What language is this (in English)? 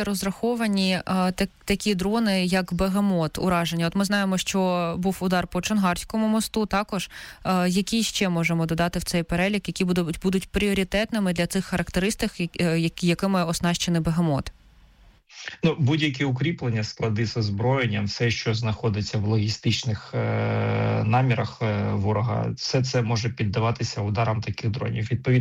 Ukrainian